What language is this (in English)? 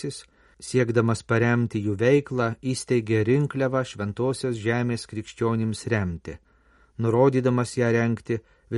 Lithuanian